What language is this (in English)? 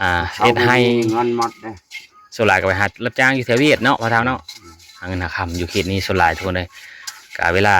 Lao